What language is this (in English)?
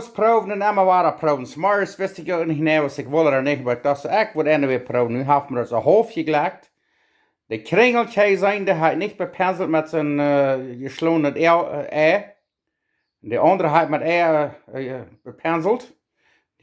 Plautdietsch